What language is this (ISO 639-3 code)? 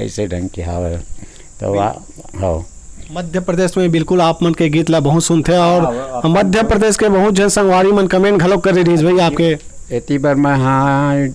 hne